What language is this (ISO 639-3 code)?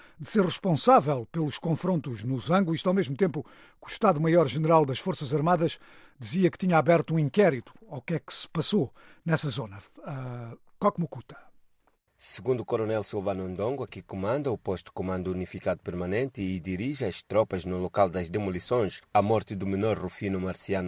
por